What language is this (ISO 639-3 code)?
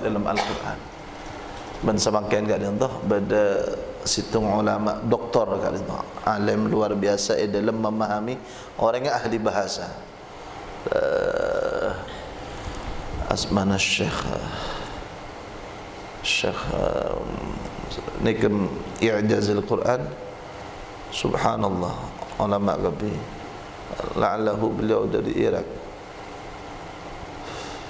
mad